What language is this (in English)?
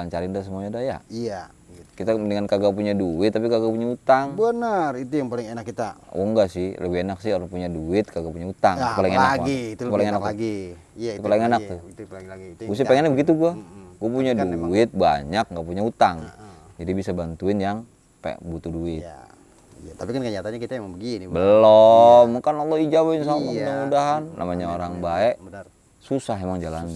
Betawi